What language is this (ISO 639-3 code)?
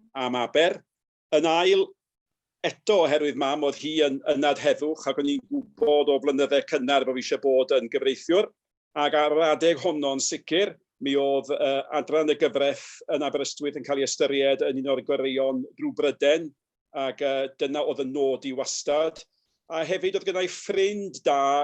cym